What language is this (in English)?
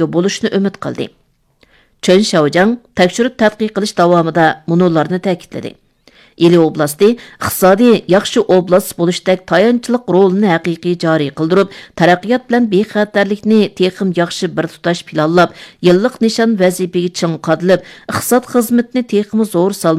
Uyghur